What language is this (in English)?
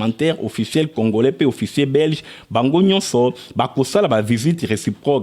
Lingala